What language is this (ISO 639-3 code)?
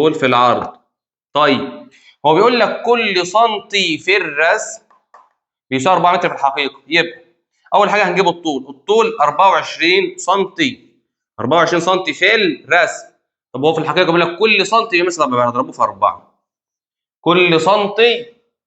arz